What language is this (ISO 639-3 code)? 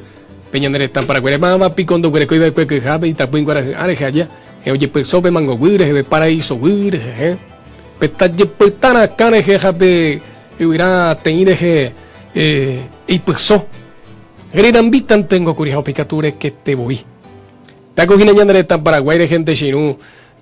grn